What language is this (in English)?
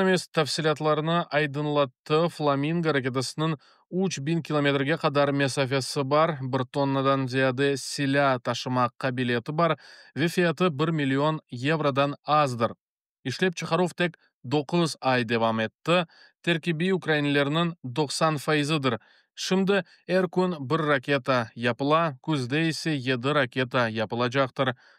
Crimean Tatar